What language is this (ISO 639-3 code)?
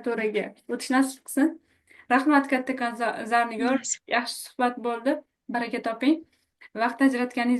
uzb